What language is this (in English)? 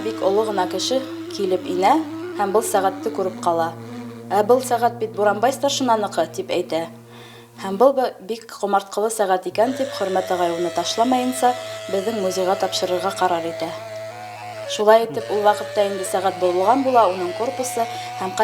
Bashkir